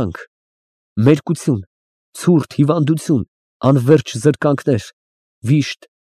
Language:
Armenian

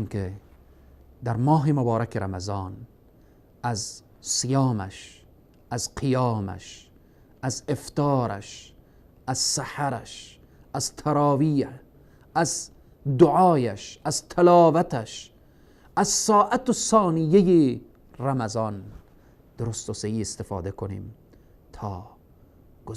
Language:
Persian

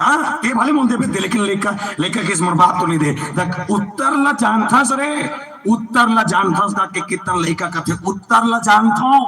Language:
Chhattisgarhi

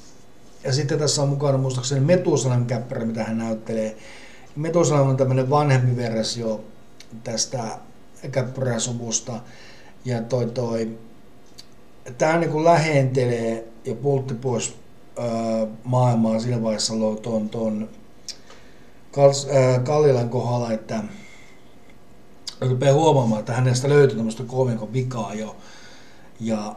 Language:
Finnish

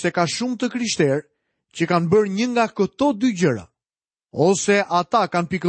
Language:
Albanian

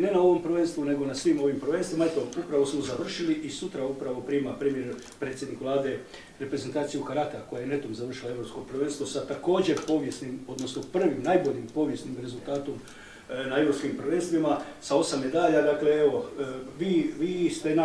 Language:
Croatian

